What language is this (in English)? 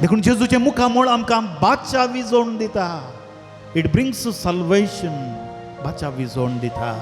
Konkani